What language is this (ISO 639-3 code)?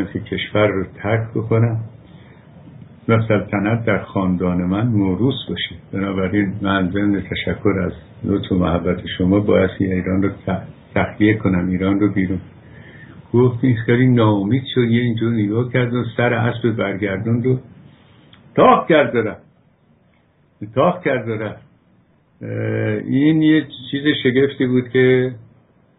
fas